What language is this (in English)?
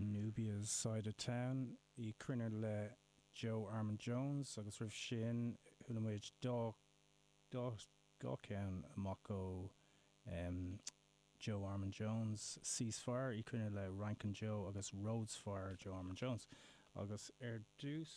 Irish